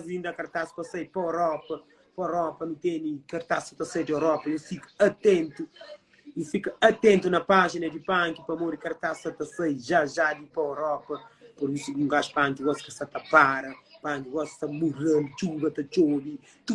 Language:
Kabuverdianu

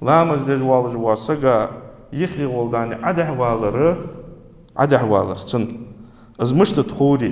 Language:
Ingush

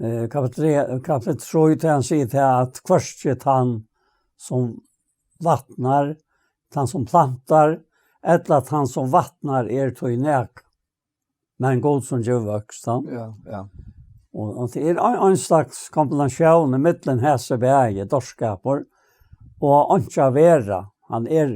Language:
Faroese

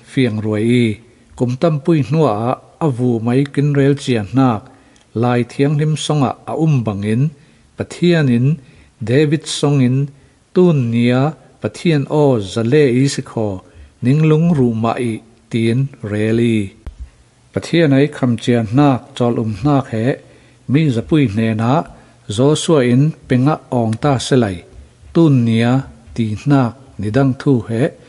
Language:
Falam Chin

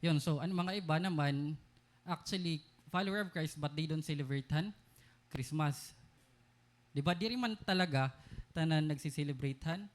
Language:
Waray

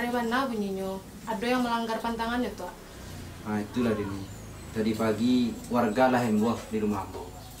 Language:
Minangkabau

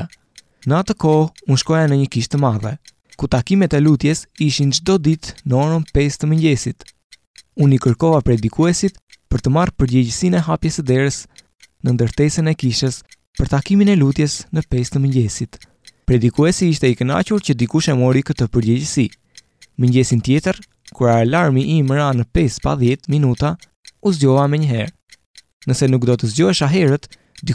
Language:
Albanian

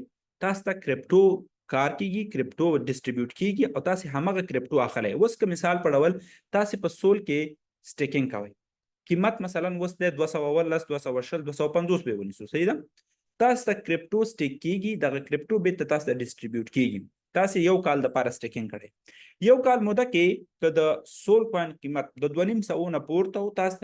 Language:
Pashto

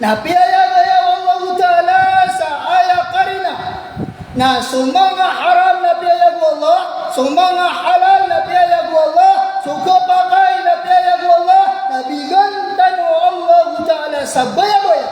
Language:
Maranao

